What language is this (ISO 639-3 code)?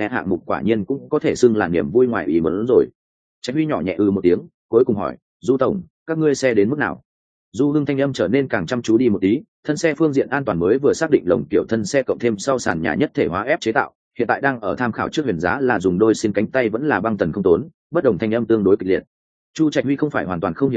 vie